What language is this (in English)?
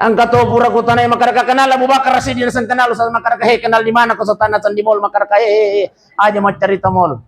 Buginese